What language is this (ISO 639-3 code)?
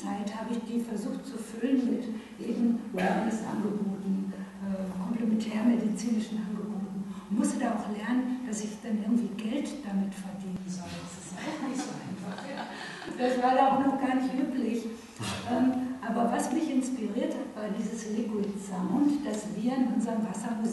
deu